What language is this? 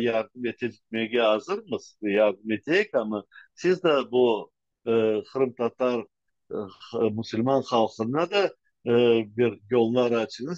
Crimean Tatar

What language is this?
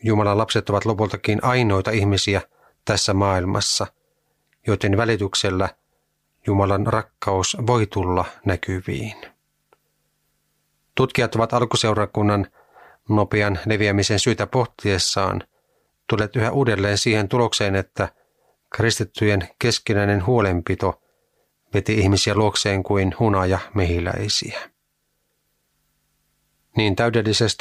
Finnish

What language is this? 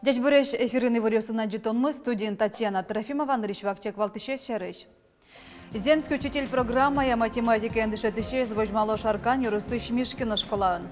Udmurt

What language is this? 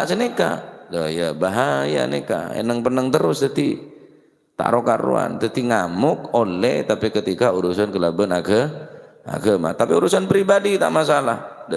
Madurese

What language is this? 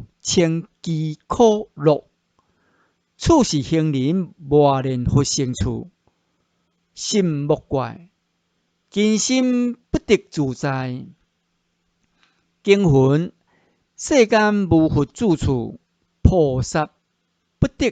Min Nan Chinese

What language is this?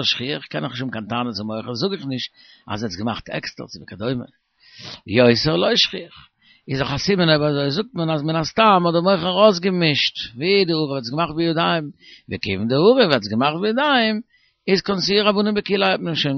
Yiddish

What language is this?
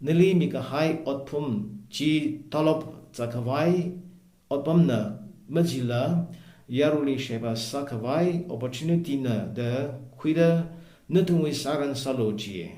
Tangkhul Naga (India)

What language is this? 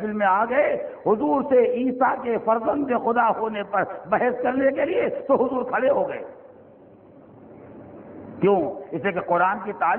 Urdu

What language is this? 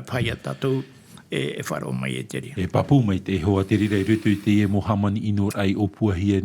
Tahitian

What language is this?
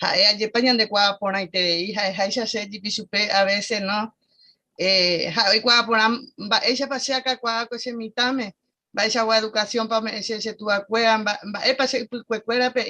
Guarani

